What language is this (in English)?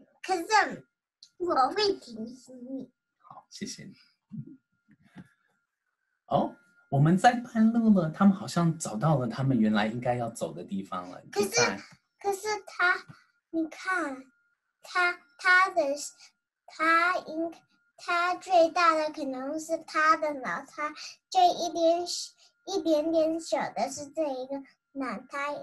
Chinese